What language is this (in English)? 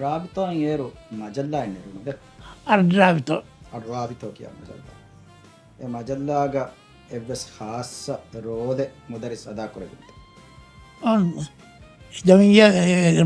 Divehi